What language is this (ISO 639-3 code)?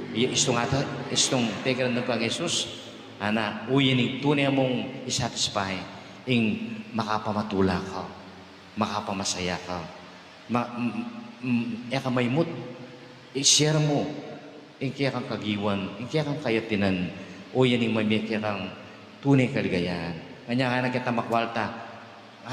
pam